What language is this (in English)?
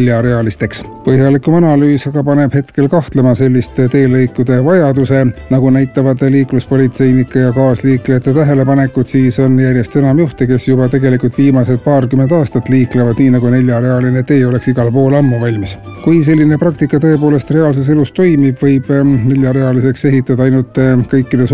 Estonian